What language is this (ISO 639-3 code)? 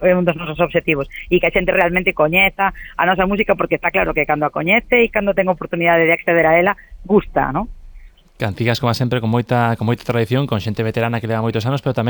glg